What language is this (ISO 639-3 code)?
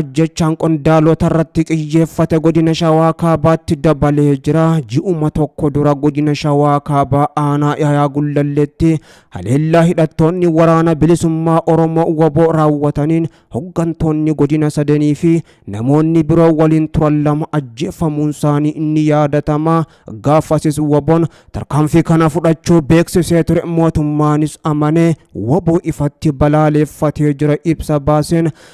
orm